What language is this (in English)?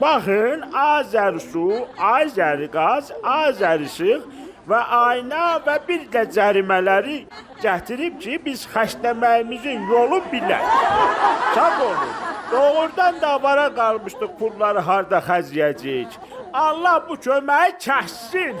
Azerbaijani